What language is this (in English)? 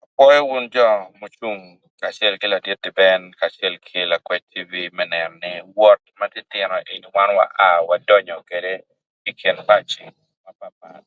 Acoli